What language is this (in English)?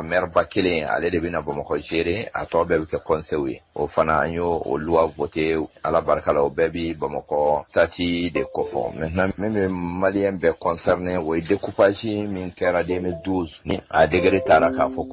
Bambara